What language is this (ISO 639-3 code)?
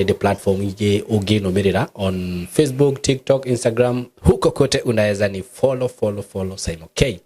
kik